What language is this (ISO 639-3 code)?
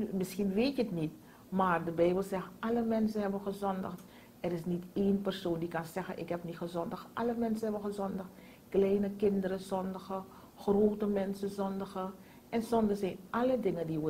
nld